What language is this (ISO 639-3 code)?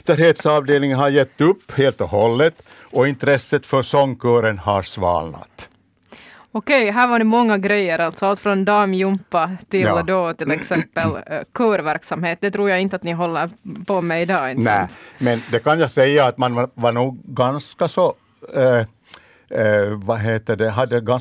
swe